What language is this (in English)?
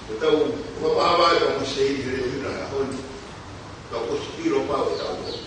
Tongan